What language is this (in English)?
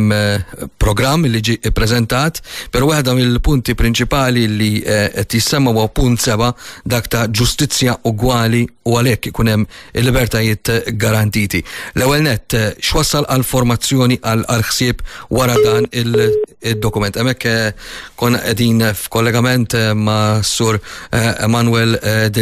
Maltese